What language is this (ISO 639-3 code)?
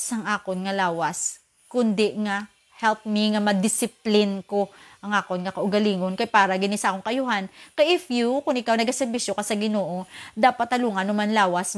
hil